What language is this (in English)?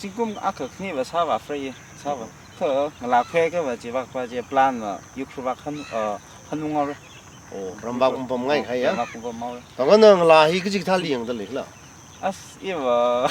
Tangkhul Naga (India)